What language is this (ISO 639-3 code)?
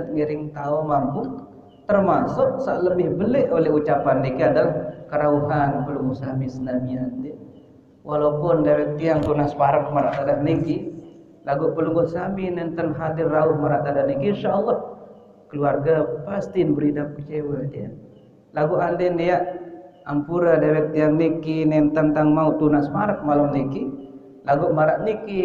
sas